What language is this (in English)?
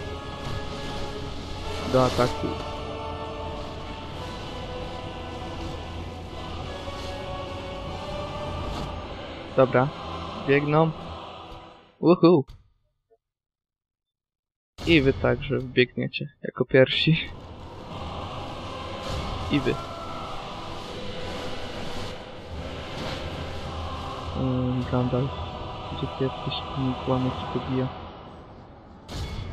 Polish